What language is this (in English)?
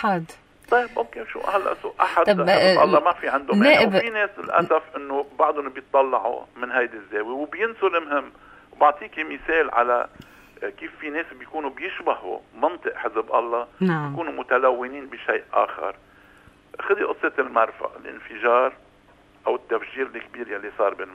North Levantine Arabic